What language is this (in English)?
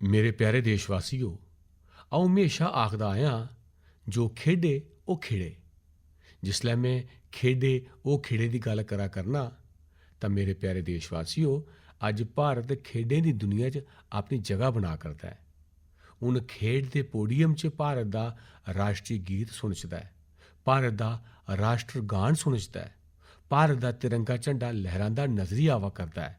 Dogri